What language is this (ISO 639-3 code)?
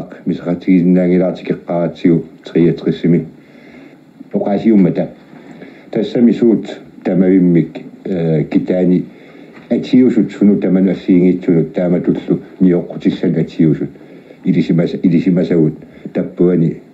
kal